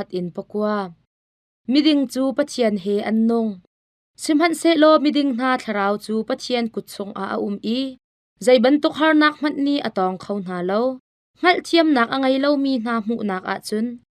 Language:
Hakha Chin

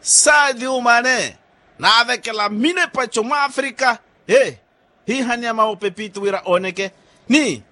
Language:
Makhuwa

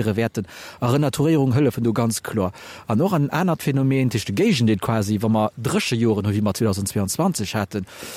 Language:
Luxembourgish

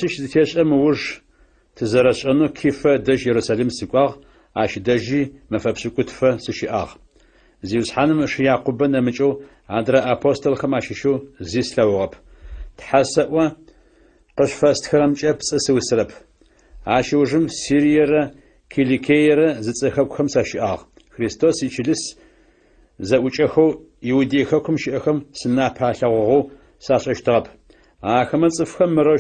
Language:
Adyghe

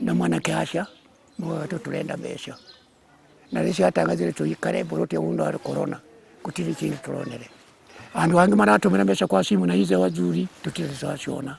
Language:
Kikuyu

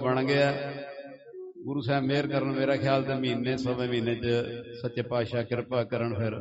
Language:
Punjabi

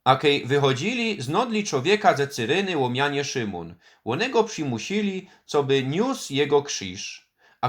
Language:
Silesian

